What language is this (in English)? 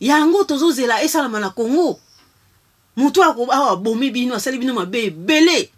Lingala